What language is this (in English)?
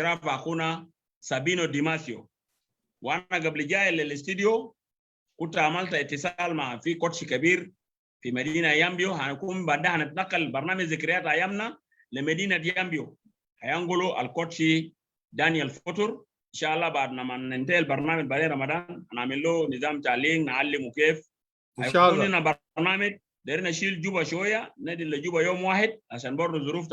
Sudanese Arabic